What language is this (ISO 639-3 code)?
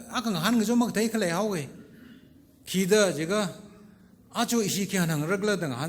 nmf